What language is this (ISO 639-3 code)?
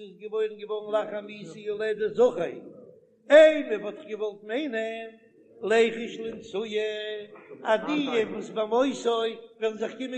yid